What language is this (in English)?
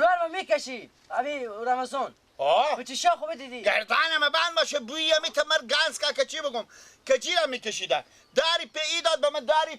Persian